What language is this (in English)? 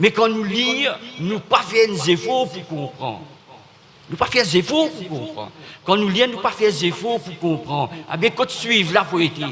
Morisyen